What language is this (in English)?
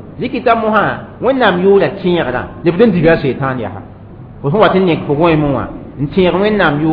Mossi